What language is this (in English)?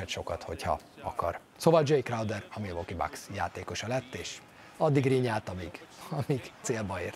Hungarian